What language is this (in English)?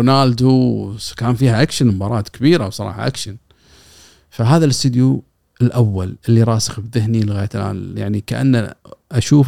Gulf Arabic